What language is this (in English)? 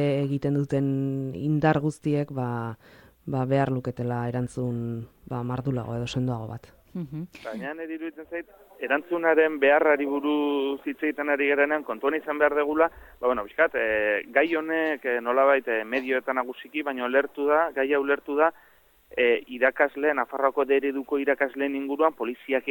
Basque